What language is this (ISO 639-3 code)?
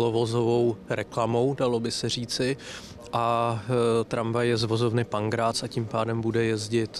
ces